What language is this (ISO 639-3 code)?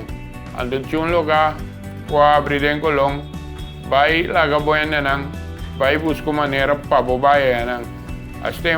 pap